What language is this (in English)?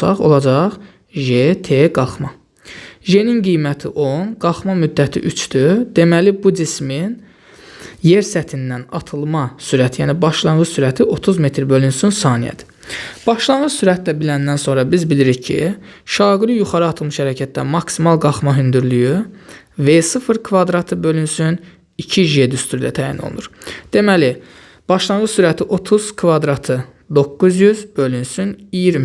Azerbaijani